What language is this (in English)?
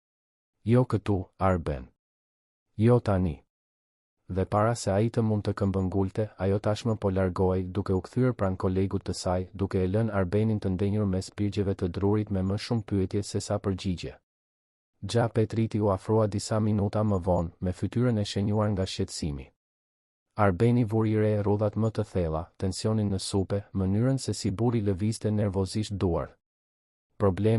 Albanian